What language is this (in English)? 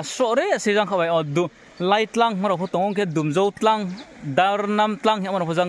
Riang (India)